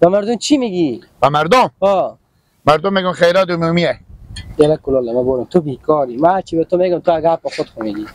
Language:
Hazaragi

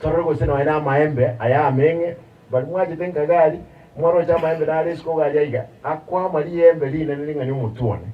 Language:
Gusii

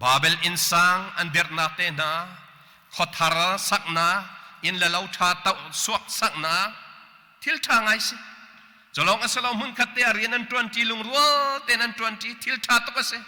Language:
Hakha Chin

